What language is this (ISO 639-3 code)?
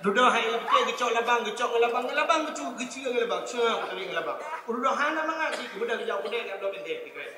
ace